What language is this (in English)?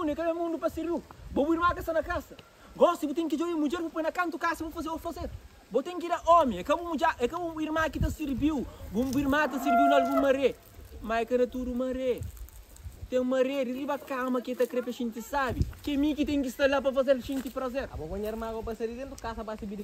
Kabuverdianu